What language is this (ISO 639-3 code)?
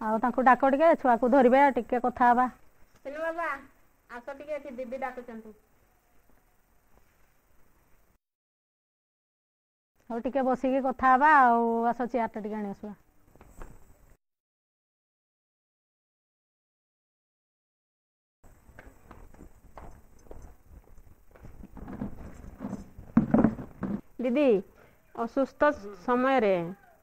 ori